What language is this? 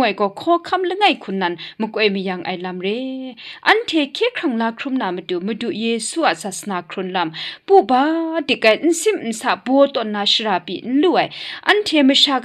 Kachin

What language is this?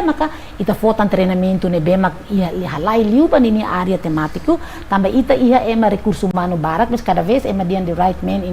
Tetum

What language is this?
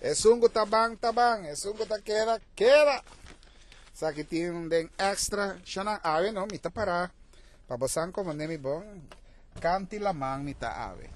Papiamento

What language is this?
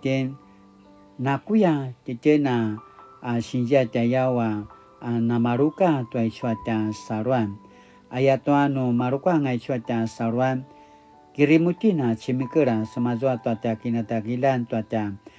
Paiwan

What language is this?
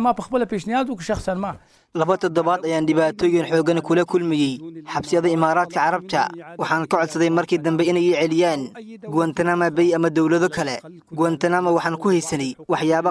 Somali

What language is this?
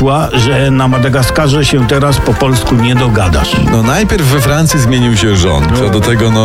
Polish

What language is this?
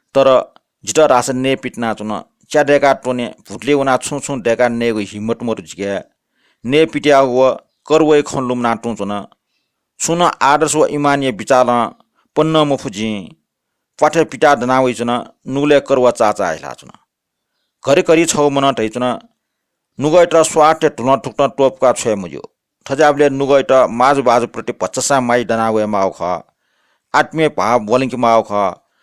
Newari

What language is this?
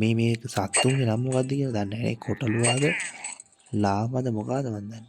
Sinhala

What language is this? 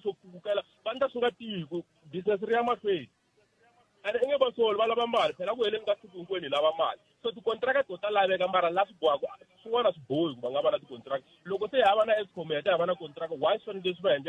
Tsonga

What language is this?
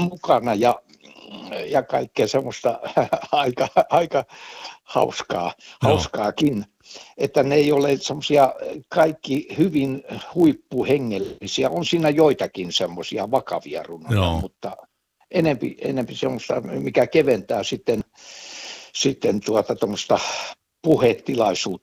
Finnish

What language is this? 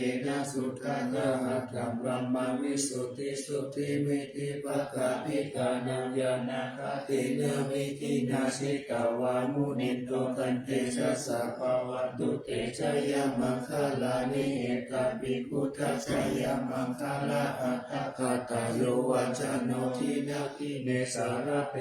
Pali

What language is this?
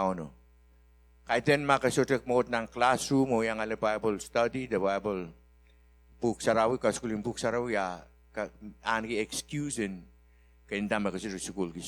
Pohnpeian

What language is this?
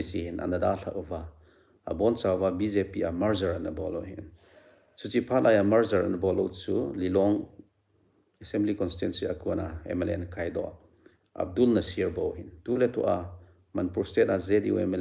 Thado Chin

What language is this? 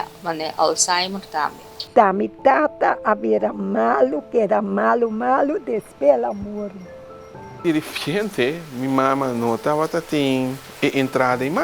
Papiamento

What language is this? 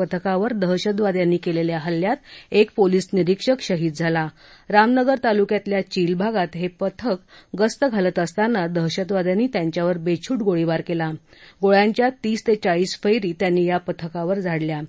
Marathi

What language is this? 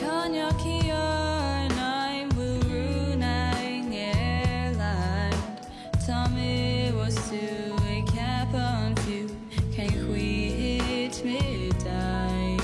Irish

